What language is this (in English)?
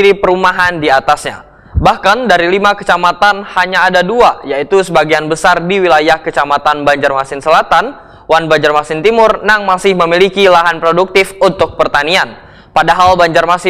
Banjar